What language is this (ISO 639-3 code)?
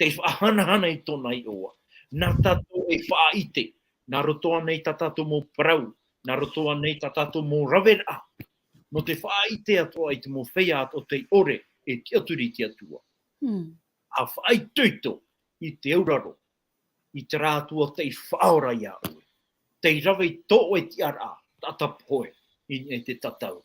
tah